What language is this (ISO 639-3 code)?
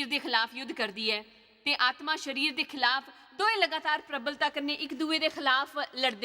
doi